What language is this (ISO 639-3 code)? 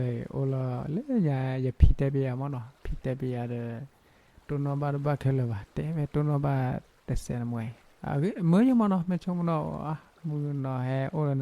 ksw